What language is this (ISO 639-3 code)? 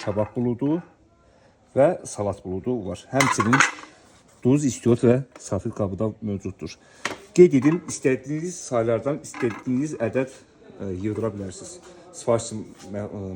aze